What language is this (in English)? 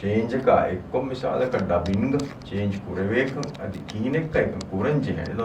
Divehi